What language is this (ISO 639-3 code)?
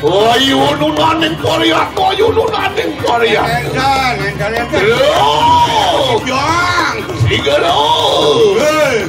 ban